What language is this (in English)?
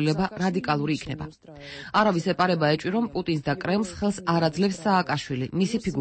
Georgian